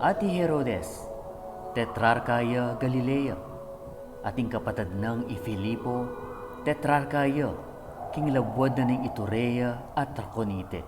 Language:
Pampanga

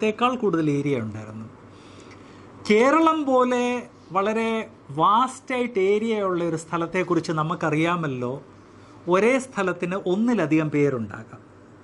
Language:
Malayalam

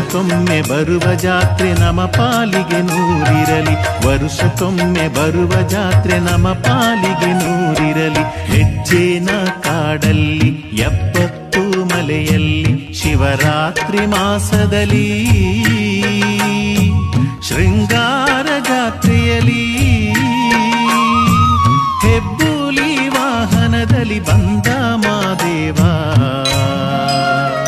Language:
Kannada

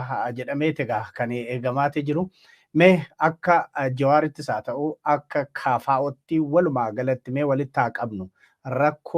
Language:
Oromo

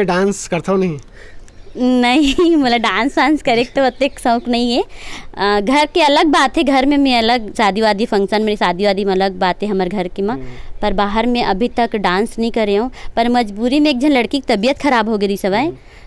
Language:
Chhattisgarhi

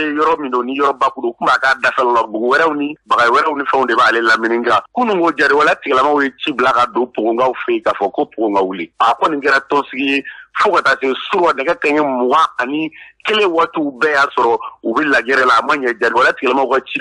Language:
Bambara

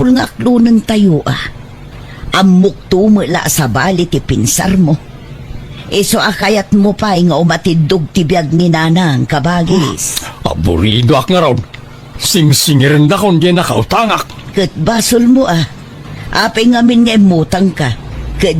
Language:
Iloko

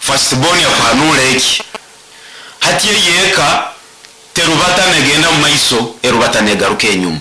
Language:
Nyoro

